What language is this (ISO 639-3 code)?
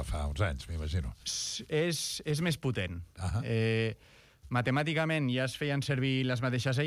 cat